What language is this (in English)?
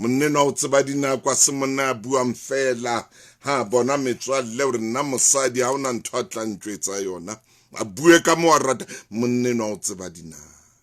Southern Sotho